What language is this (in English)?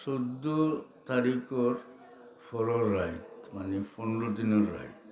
Sylheti